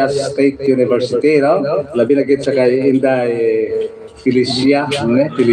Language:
Hiligaynon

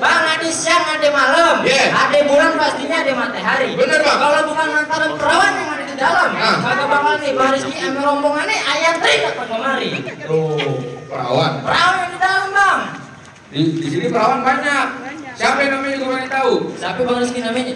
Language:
Betawi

